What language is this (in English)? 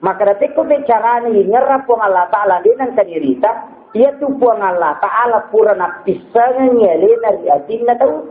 Buginese